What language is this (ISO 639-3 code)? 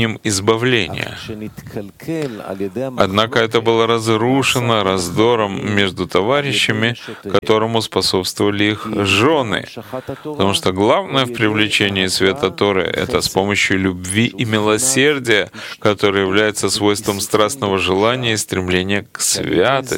rus